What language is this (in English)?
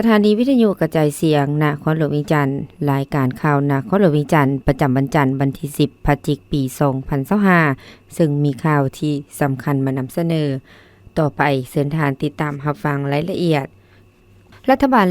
Lao